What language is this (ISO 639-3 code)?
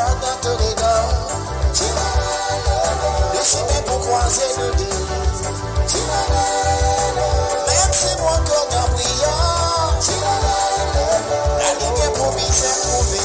mfe